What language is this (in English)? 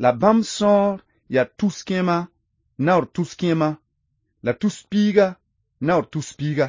Mossi